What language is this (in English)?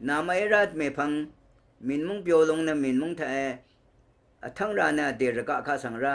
Rawang